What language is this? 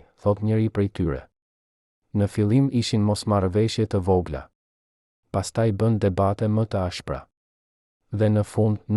Albanian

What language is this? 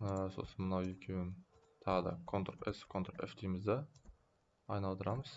Kazakh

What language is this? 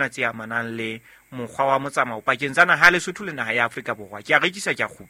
Southern Sotho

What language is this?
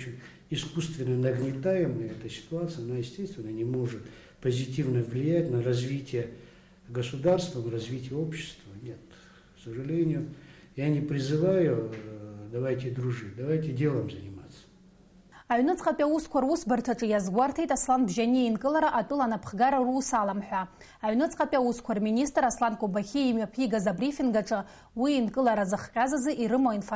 Abkhazian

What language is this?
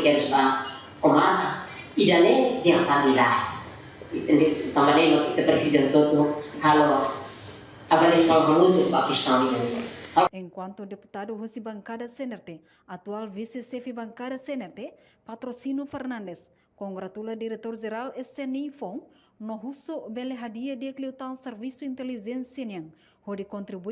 Tetum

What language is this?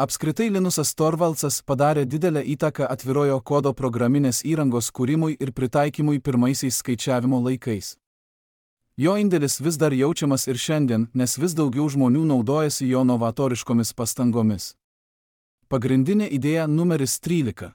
Lithuanian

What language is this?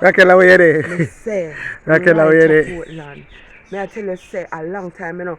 Jamaican Creole English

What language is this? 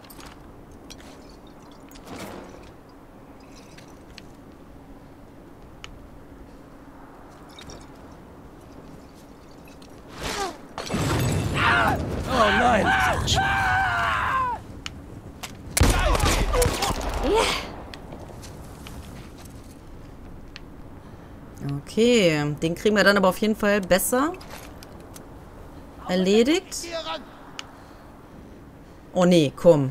German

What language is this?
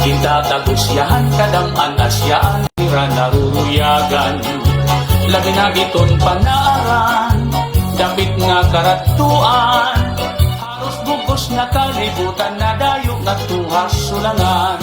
Waray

